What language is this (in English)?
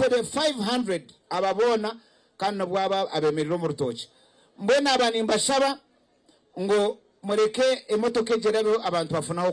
Nyankole